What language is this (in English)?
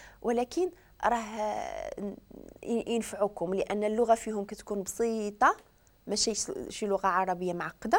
Moroccan Arabic